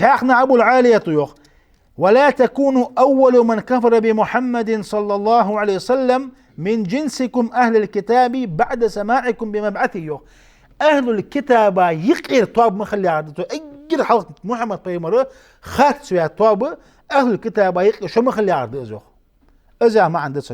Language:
Ingush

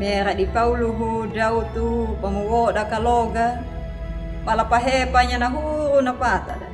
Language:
Anakalangu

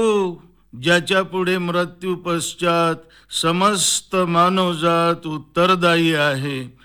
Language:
Marathi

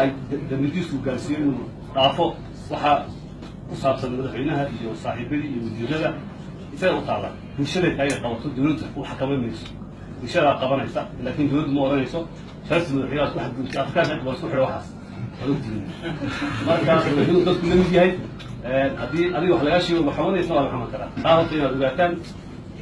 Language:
Somali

